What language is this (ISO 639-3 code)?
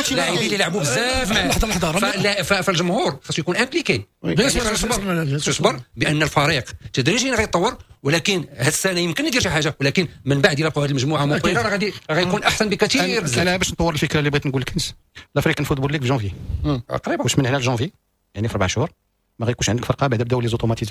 ary